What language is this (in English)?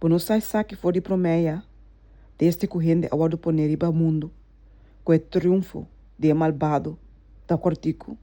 Papiamento